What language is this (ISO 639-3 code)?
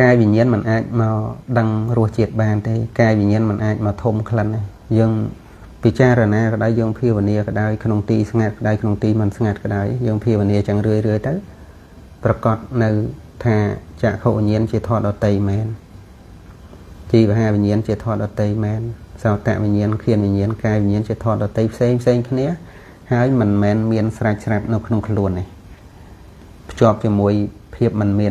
khm